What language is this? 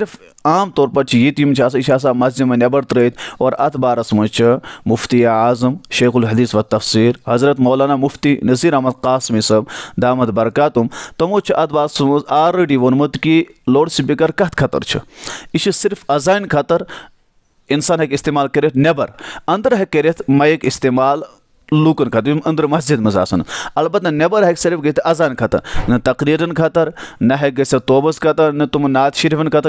Kashmiri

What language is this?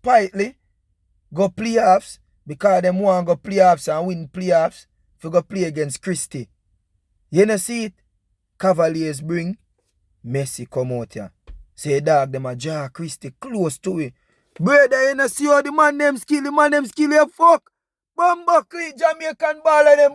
Jamaican Creole English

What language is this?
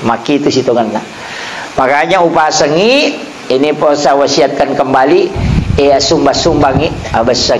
Buginese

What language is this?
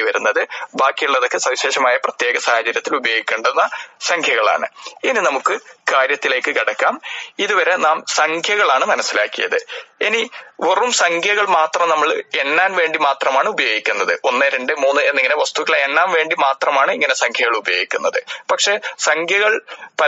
Malayalam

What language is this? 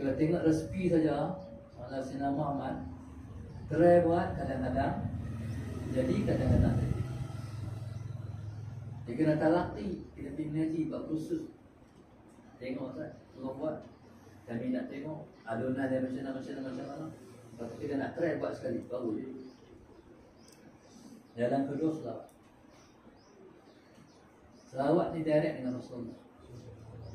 Malay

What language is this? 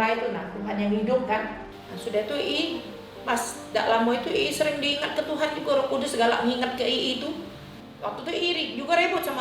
Musi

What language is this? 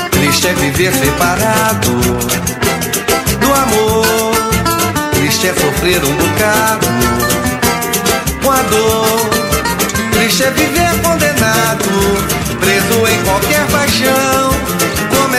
Portuguese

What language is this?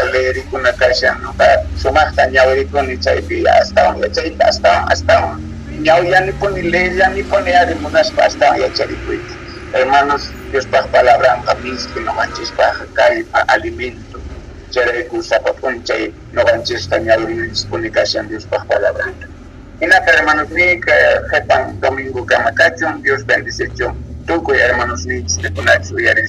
South Bolivian Quechua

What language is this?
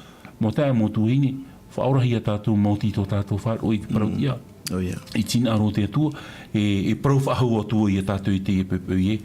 Tahitian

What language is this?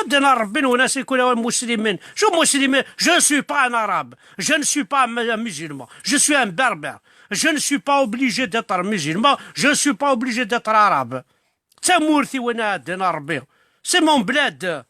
Kabyle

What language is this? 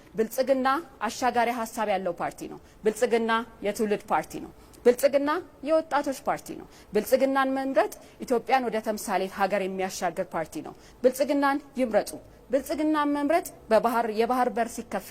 Amharic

